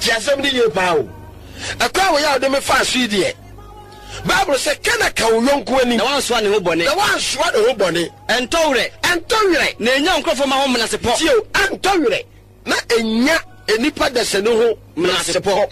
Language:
Akan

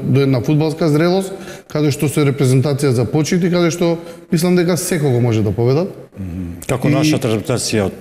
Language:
Macedonian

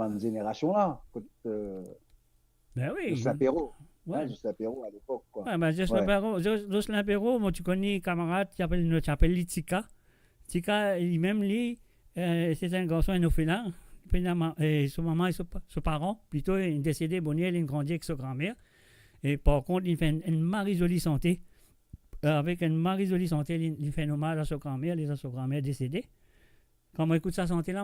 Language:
Morisyen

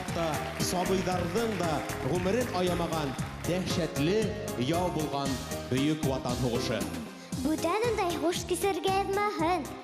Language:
Bashkir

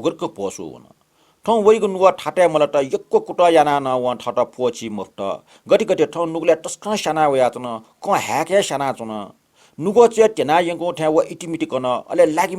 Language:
Newari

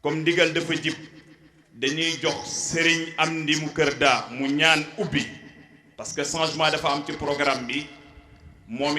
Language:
Wolof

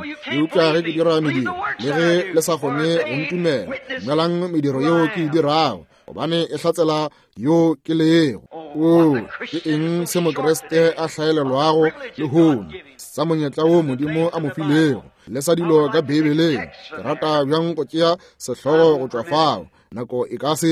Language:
Northern Sotho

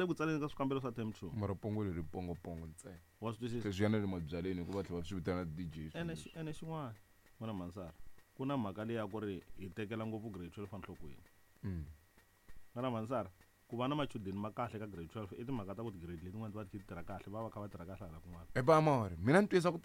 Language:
Tsonga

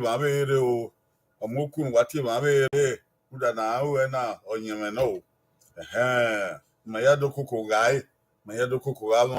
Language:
Bini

